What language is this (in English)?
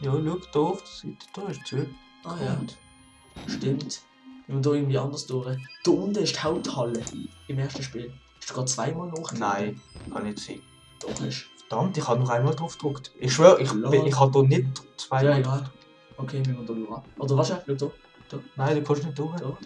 Swiss German